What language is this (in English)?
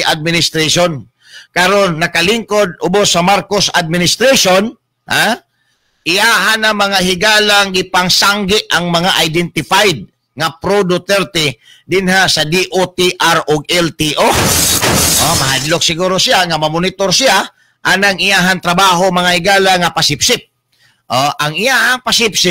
Cebuano